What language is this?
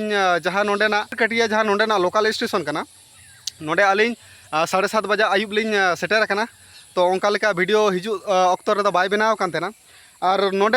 Santali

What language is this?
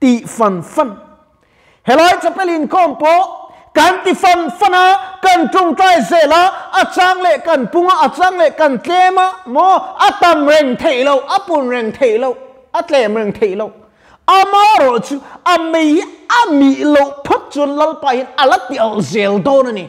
Mizo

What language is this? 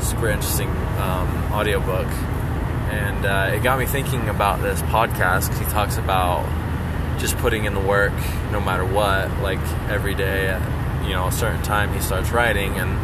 English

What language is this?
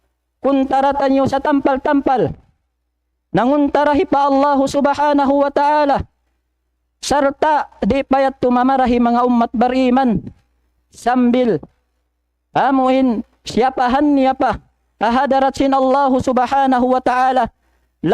Tausug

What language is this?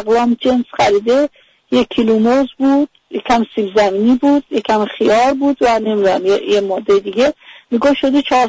Persian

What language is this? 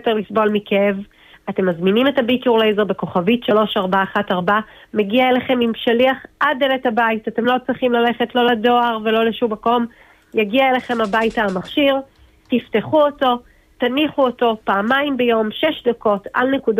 Hebrew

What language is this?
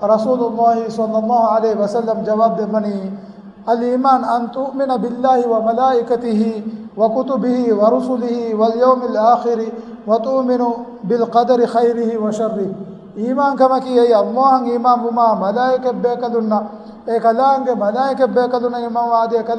Divehi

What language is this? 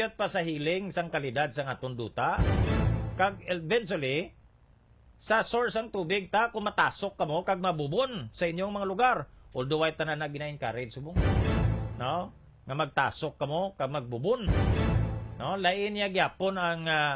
Hiligaynon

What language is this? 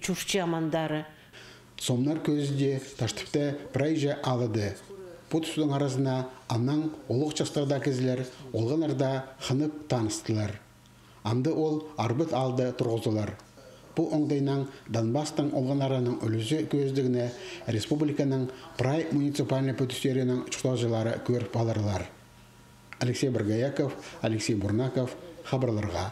Khakas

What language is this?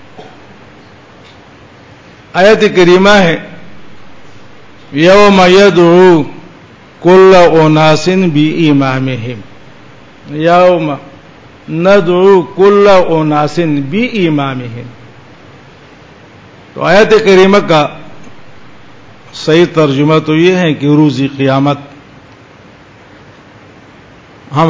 Urdu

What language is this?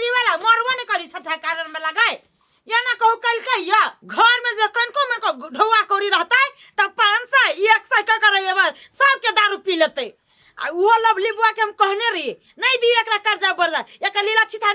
Maithili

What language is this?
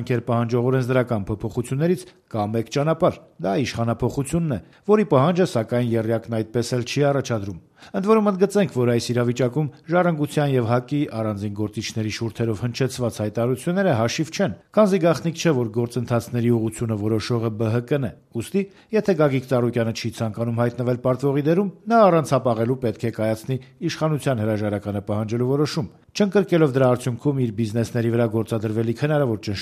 Armenian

